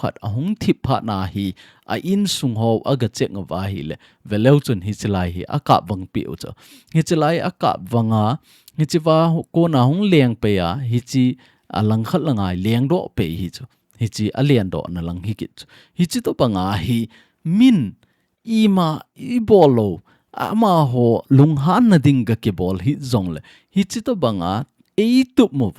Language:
Thado Chin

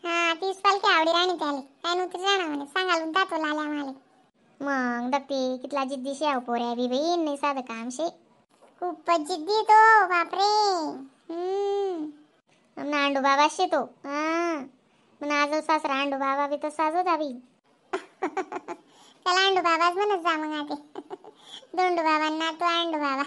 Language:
Khandesi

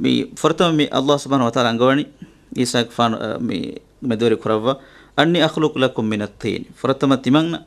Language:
Divehi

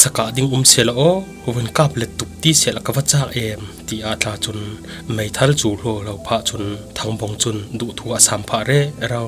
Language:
Falam Chin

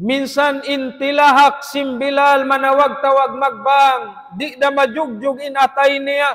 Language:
Tausug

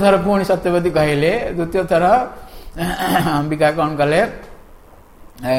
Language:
Odia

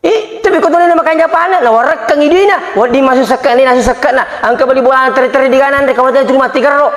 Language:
Buginese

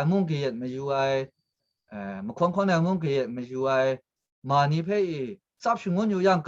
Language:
Kachin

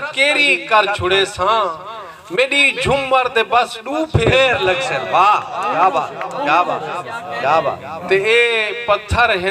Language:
Saraiki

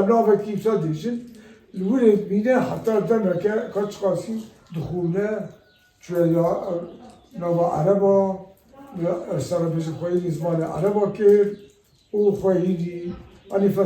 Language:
Kurdish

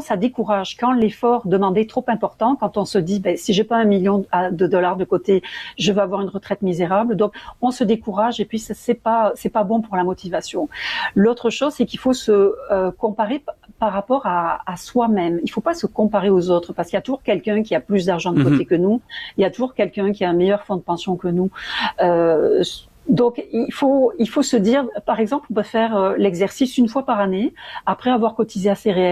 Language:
French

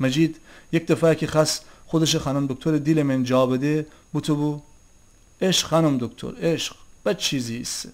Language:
Gilaki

